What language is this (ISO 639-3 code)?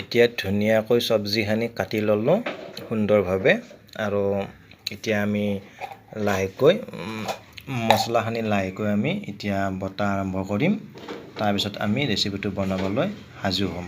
asm